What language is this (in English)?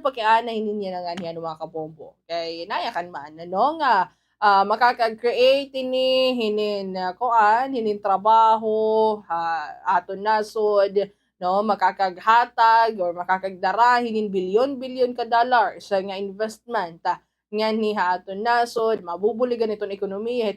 Waray